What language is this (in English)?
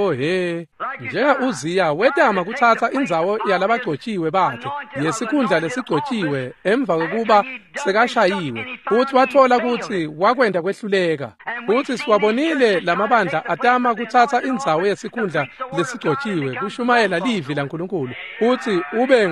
Swati